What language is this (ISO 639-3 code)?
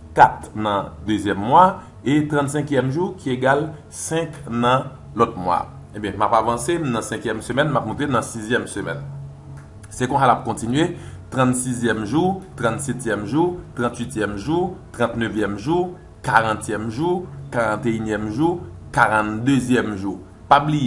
hat